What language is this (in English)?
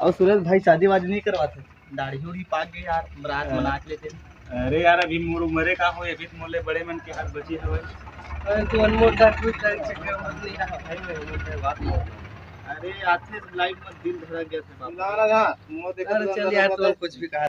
Chhattisgarhi